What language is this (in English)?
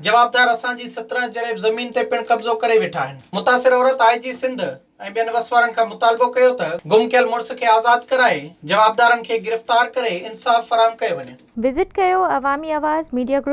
Sindhi